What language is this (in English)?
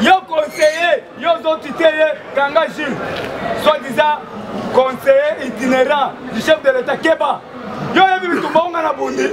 Lingala